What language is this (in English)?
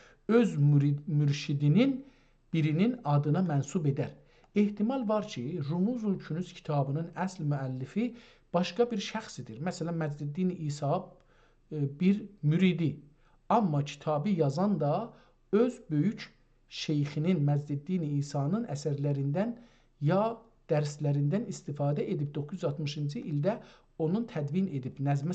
South Azerbaijani